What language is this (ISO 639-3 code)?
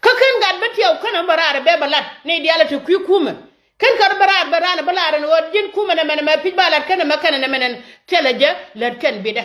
nus